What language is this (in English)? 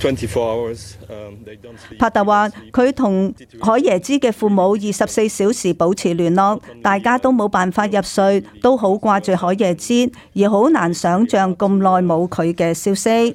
Cantonese